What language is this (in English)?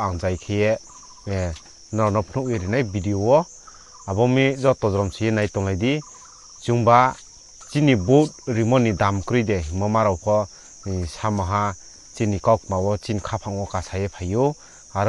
Riang (India)